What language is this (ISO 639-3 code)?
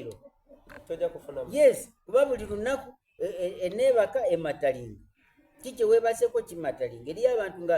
xog